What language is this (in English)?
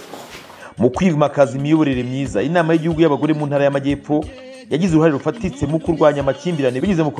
Kinyarwanda